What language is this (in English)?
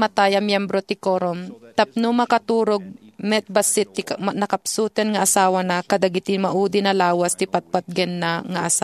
Iloko